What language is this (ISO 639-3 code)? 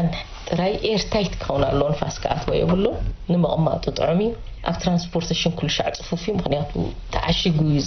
tir